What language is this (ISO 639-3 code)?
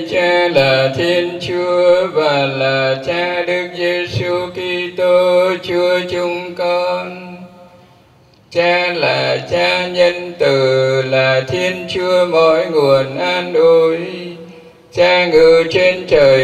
vie